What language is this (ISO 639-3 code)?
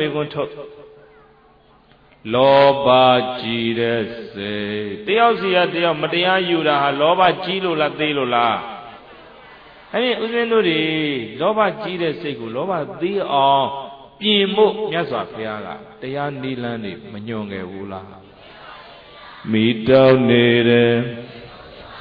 mya